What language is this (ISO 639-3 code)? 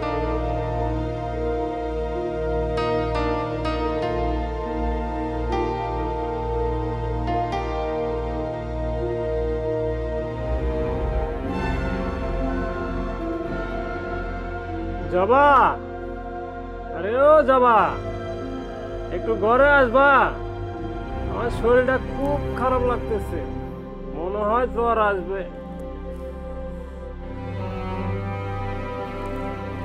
ben